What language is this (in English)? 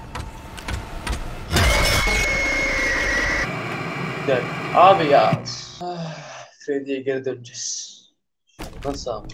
Turkish